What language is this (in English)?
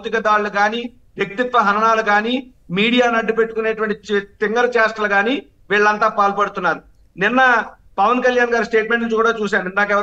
Telugu